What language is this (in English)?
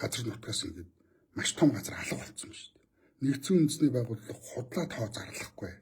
Mongolian